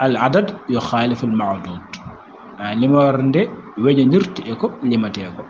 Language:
Fula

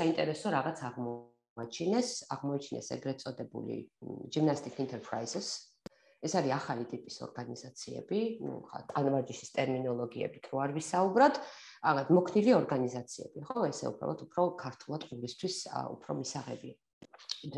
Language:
Georgian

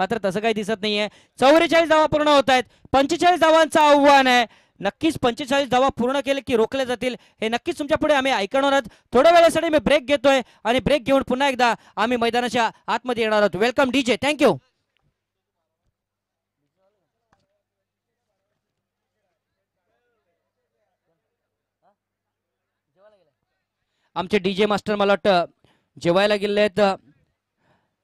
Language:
Marathi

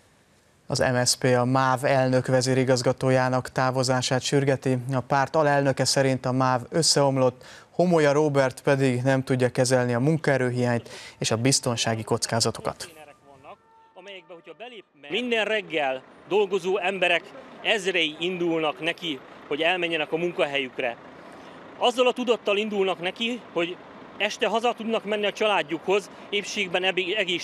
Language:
Hungarian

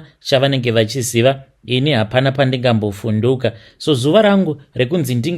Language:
Shona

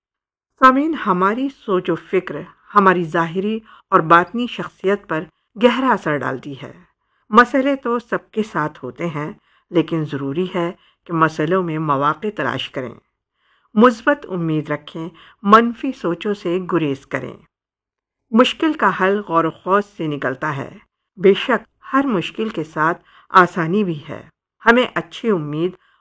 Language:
Urdu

